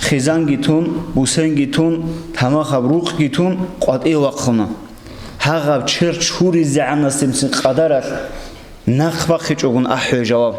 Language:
Avaric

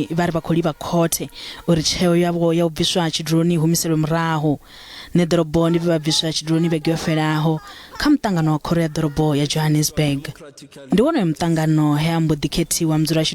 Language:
Venda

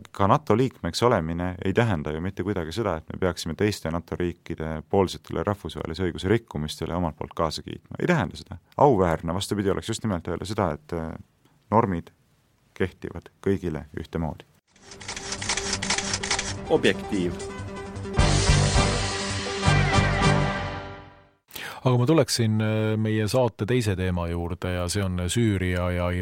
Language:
Estonian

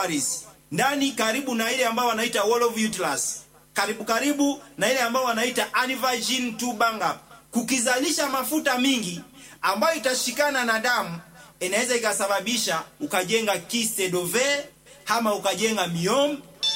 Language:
Swahili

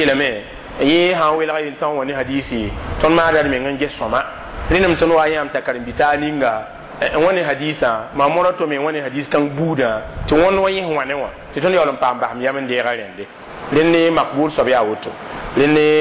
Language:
Mossi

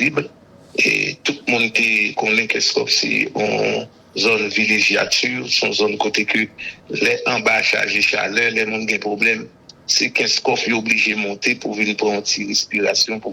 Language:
Haitian Creole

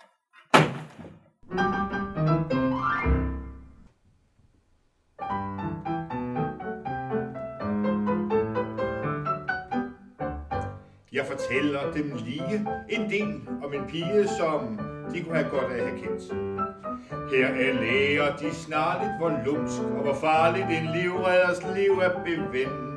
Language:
Danish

